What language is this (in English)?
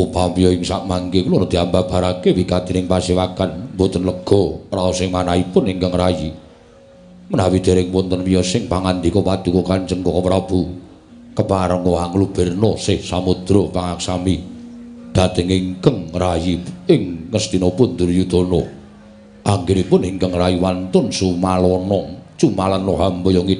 Javanese